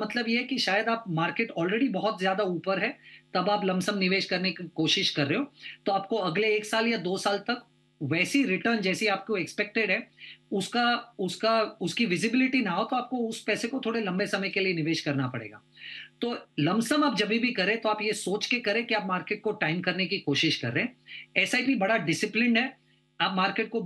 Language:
Hindi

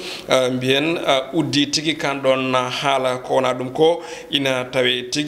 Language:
Fula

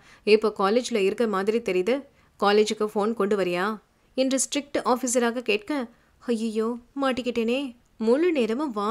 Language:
Tamil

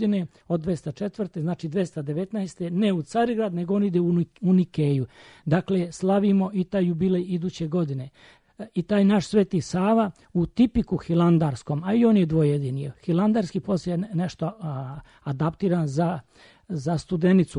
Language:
Serbian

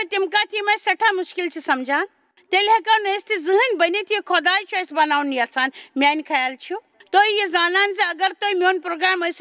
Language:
Kashmiri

